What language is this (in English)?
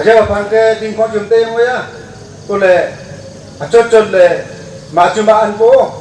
Wancho Naga